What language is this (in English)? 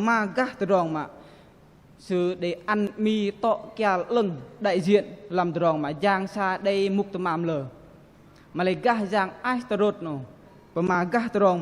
Bahnar